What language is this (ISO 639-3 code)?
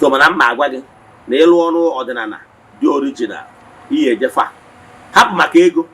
ibo